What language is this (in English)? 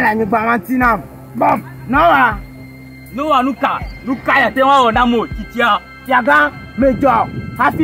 Ewe